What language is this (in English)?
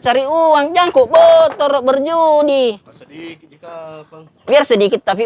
Makassar Malay